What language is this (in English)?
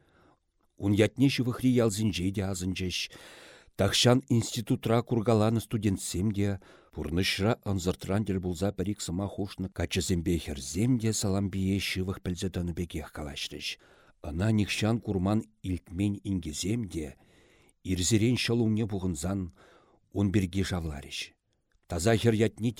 Chuvash